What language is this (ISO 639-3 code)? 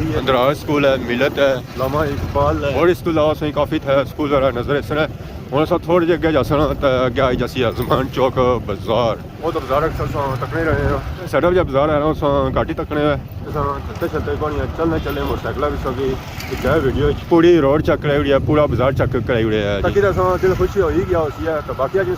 phr